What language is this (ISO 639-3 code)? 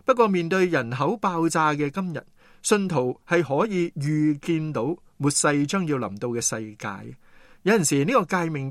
yue